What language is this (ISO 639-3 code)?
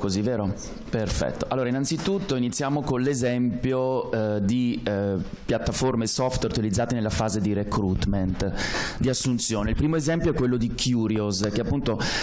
ita